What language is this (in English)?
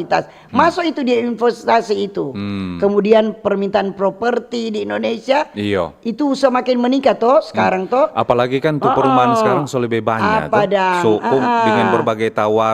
Manado Malay